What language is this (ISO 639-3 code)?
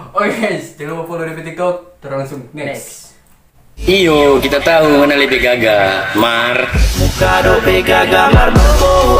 xmm